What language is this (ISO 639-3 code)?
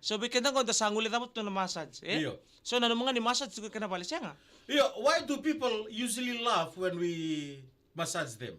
fij